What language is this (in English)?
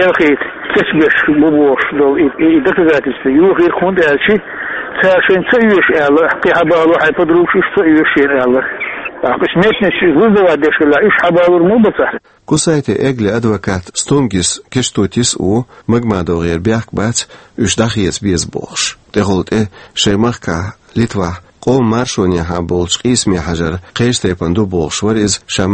Chechen